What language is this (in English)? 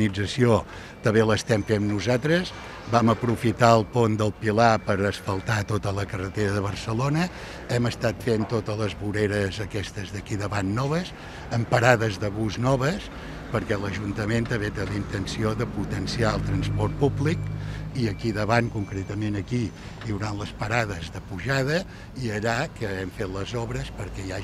Catalan